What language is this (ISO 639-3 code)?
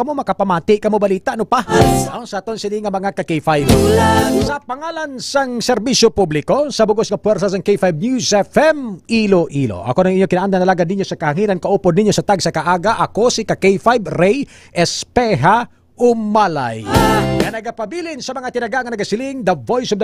hil